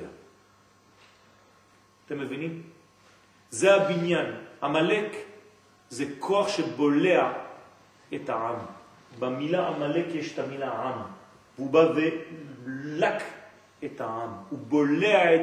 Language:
Hebrew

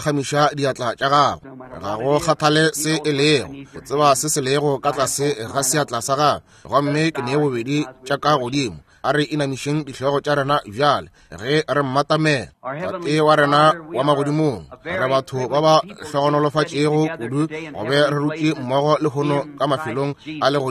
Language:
Northern Sotho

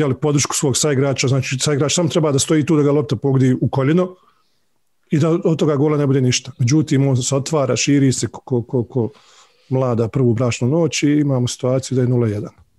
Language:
Bosnian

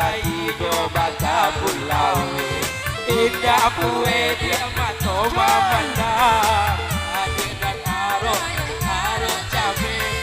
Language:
Minangkabau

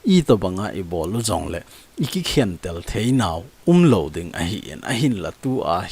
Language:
Thado Chin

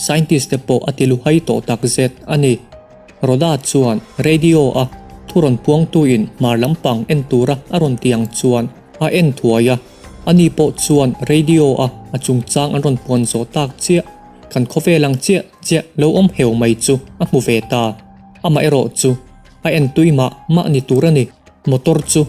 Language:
Mizo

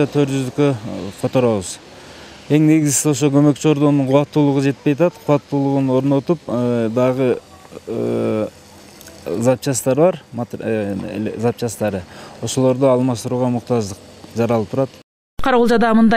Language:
Kyrgyz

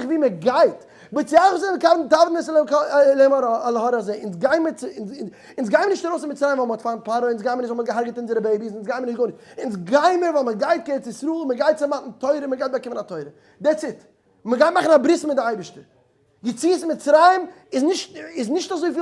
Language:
Yiddish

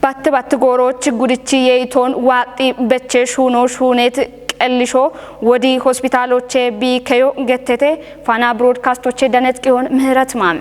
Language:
Kafa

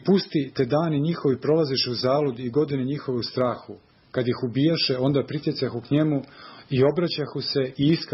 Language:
Serbian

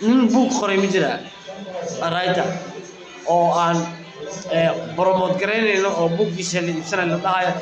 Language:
Somali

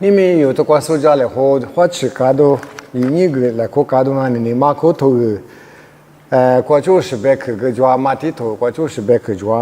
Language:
Lisu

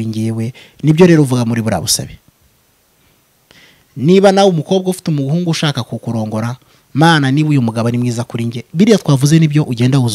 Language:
Kinyarwanda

